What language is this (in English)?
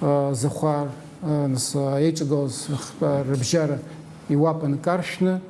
Abkhazian